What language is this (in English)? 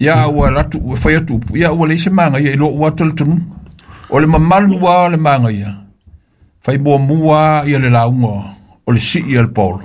Samoan